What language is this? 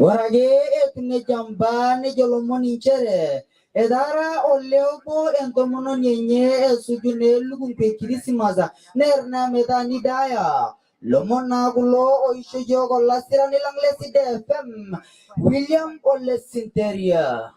Masai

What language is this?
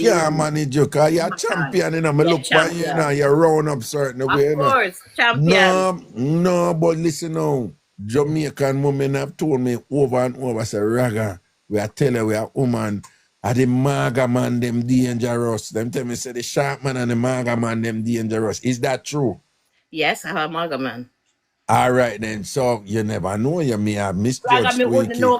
Jamaican Creole English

